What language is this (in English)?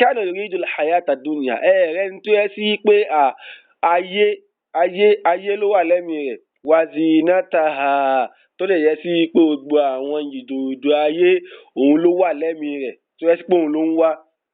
Yoruba